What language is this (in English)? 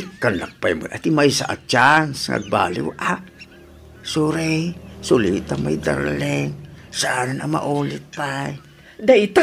Iloko